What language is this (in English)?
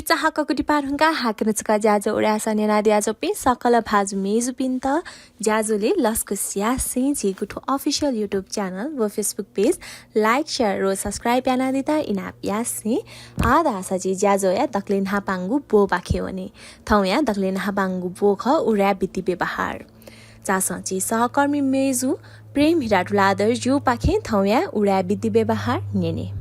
Newari